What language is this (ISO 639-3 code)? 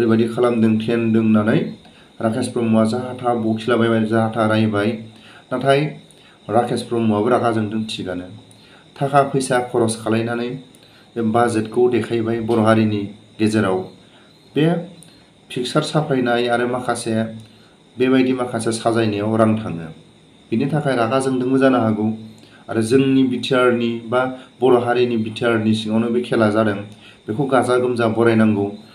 brx